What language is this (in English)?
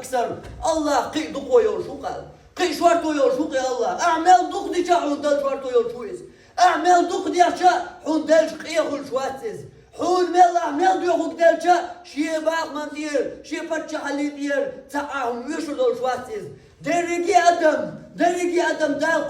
Chechen